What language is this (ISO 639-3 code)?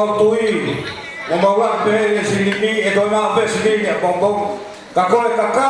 ton